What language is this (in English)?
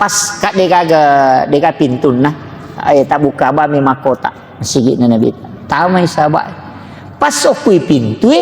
Buginese